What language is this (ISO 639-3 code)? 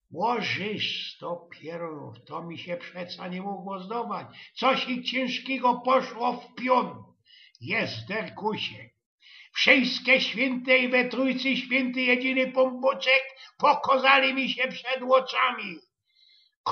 szl